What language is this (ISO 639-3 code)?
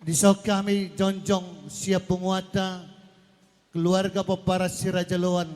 bbc